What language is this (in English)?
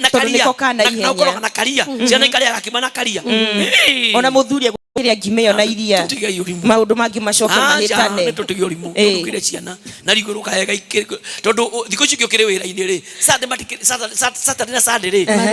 Kikuyu